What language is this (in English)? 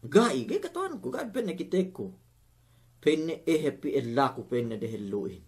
Yakan